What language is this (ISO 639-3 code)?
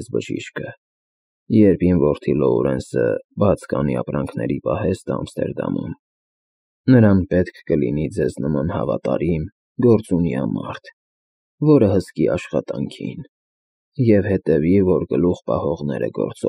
hye